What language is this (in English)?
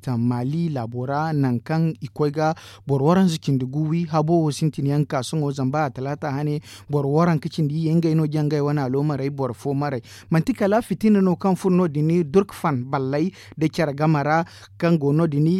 Zarma